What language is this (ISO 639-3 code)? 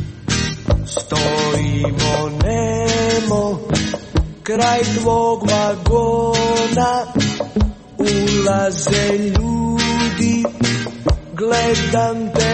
hrv